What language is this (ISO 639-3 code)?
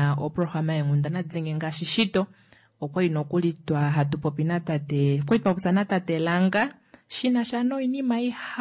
kua